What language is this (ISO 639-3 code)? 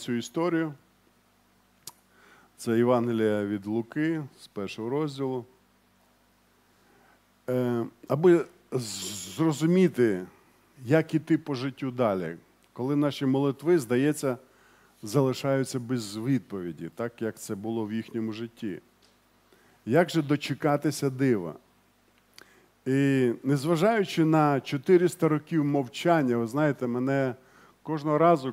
ukr